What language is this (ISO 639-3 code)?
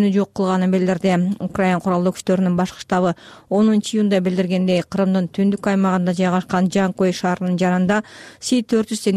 kir